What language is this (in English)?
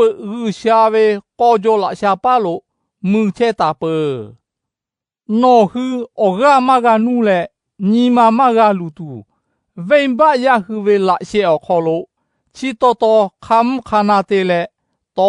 Lahu